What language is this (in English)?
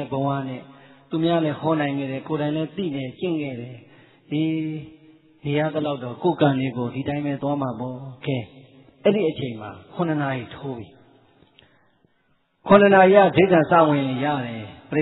Burmese